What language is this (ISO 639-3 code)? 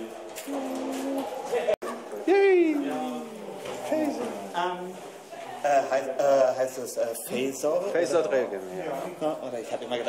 deu